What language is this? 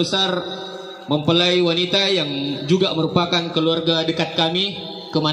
Buginese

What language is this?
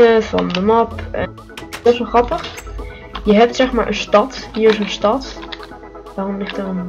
Dutch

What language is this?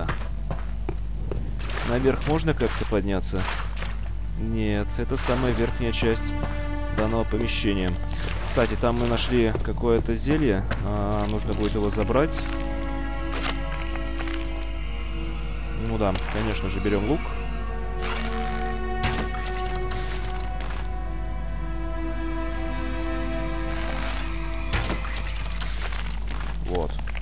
Russian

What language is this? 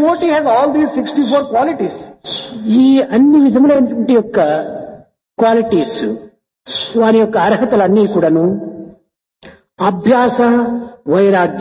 Telugu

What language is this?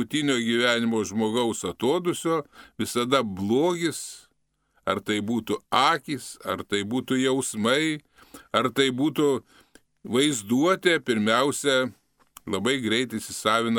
Lithuanian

